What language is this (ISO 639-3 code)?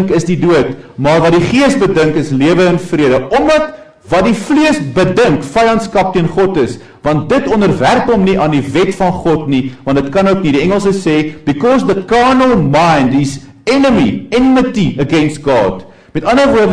afr